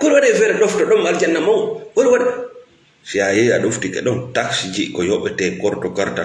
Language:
Fula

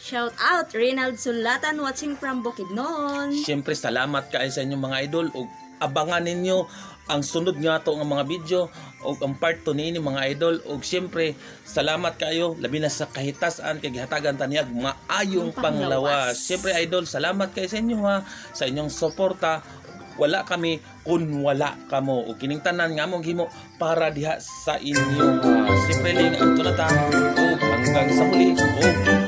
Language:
Cebuano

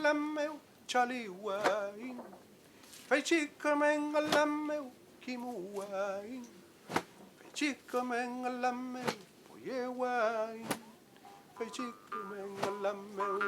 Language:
Mapuche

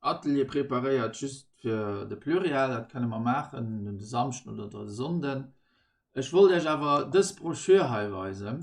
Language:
Luxembourgish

